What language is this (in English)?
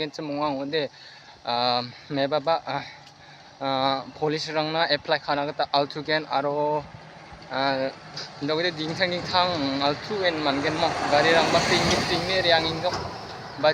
Garo